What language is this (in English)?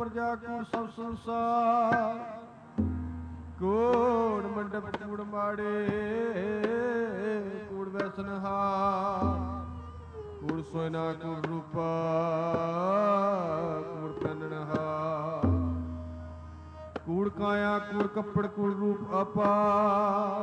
Punjabi